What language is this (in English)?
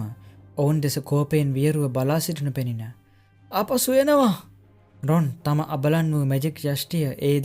Sinhala